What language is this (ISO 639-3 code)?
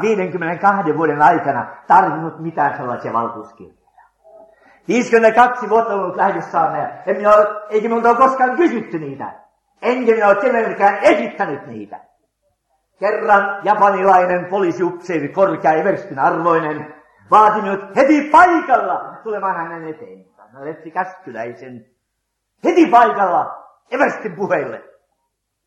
fin